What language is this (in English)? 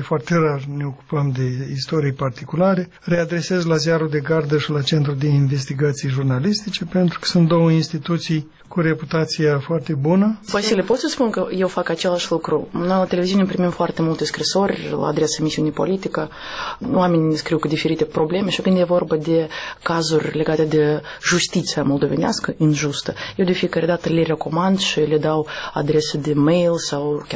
Romanian